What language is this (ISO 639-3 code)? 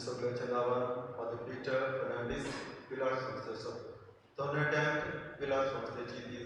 kok